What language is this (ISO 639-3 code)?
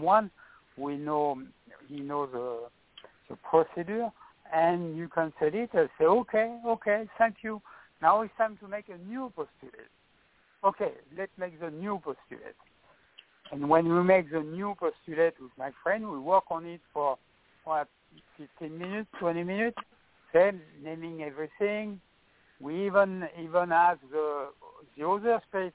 eng